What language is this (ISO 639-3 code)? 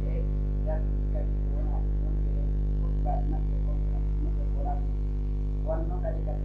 fuf